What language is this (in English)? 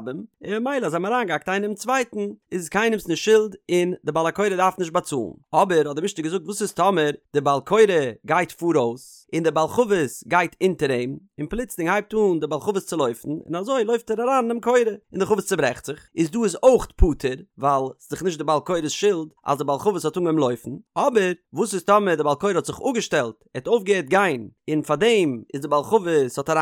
Yiddish